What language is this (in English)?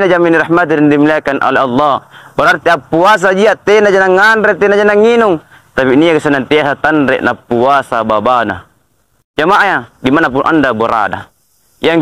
Makasar